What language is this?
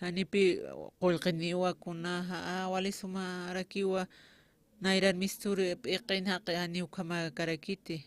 Aymara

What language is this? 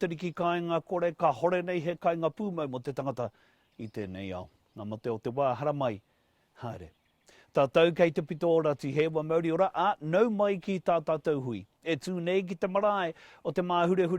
Māori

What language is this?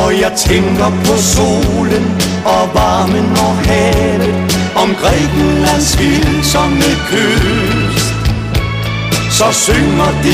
Danish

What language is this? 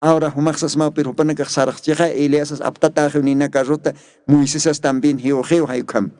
Aymara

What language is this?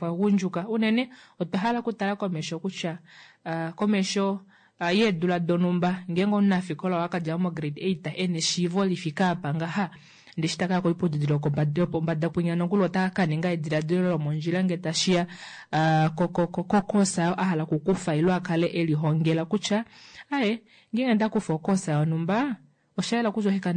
Kuanyama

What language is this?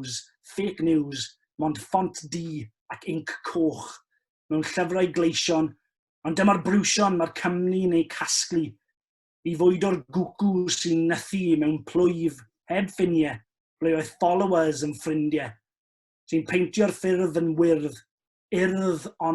Welsh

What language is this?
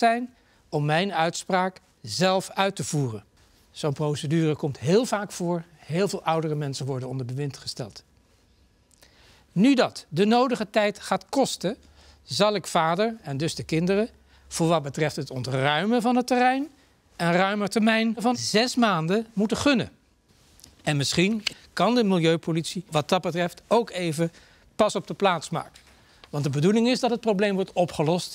Dutch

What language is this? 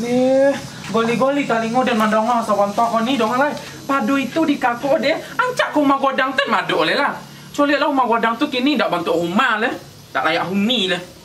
Minangkabau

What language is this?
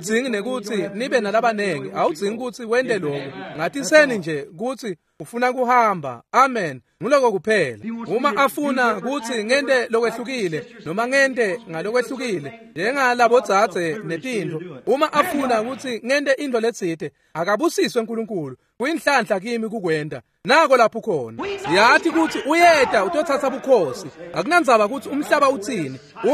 Swati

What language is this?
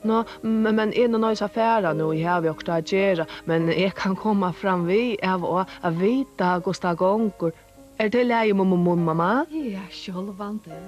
Faroese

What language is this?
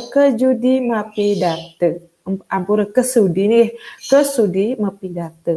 Balinese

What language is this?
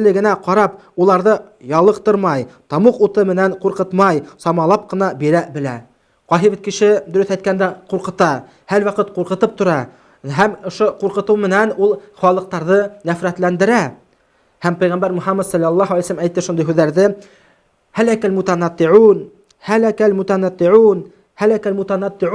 Bashkir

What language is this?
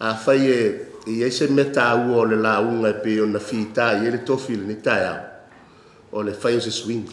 Samoan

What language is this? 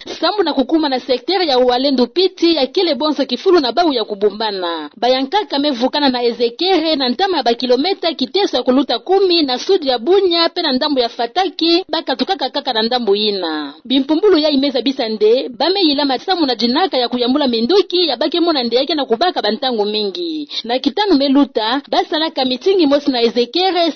Kituba (Democratic Republic of Congo)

